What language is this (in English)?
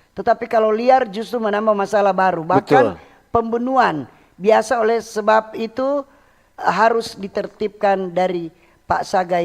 Manado Malay